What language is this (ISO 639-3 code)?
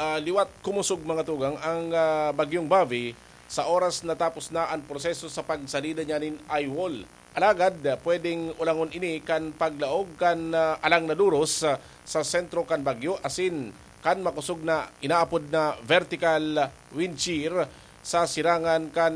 bik